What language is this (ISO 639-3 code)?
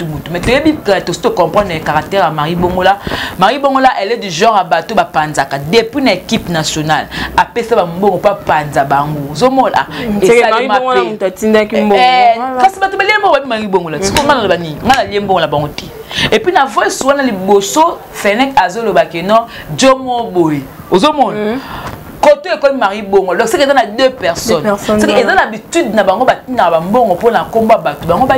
lin